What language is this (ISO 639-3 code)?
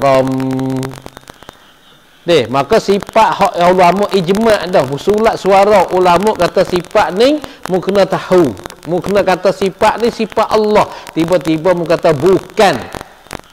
msa